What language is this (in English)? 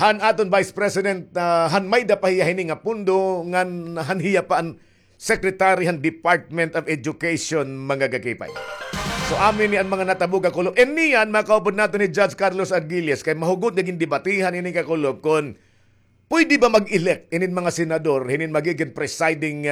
Waray